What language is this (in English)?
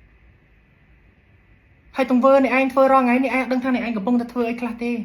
Khmer